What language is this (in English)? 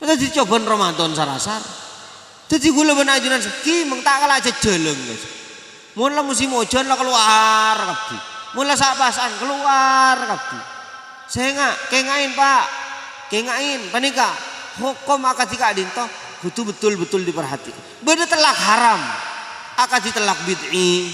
Madurese